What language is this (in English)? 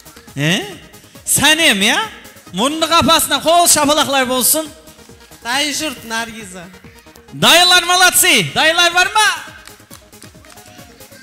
Kara-Kalpak